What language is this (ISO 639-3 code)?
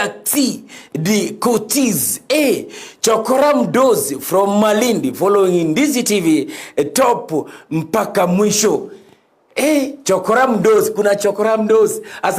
guz